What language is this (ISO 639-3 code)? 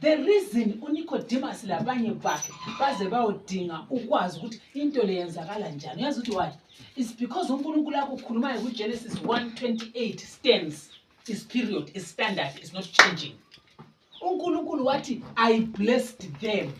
nde